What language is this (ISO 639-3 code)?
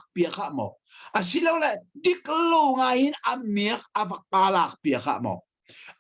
cnh